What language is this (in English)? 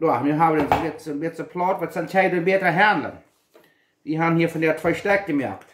Plautdietsch